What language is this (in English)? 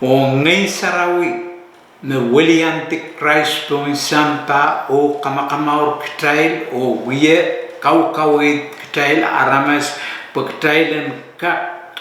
Pohnpeian